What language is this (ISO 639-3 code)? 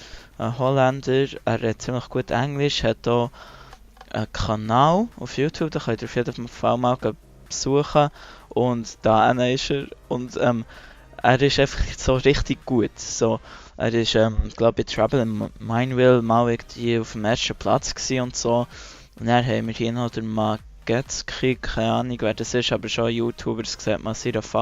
gsw